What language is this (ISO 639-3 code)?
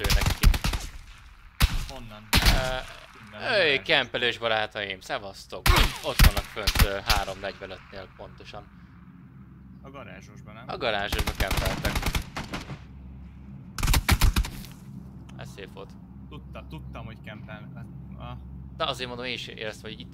hun